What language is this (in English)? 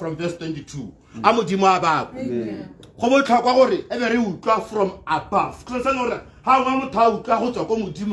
Tswana